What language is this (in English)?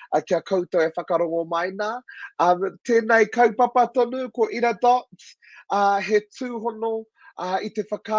Māori